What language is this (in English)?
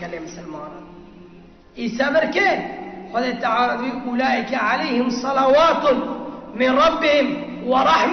Kurdish